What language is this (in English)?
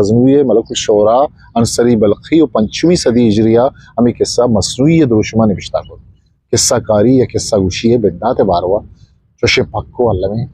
Eastern Balochi